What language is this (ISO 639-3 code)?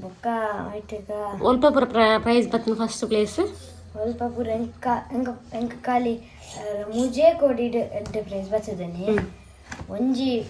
tcy